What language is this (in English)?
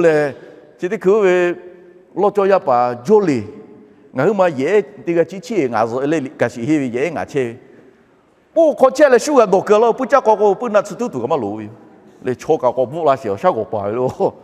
Lahu